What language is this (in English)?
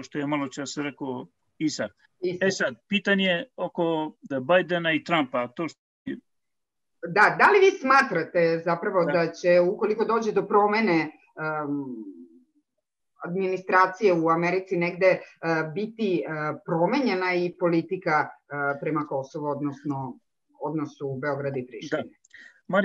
Serbian